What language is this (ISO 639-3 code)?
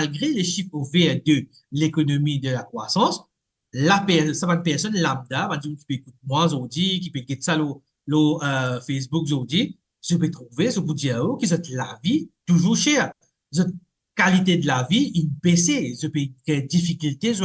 mfe